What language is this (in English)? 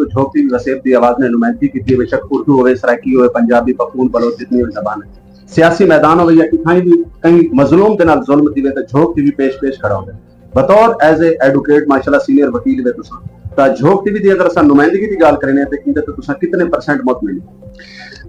Saraiki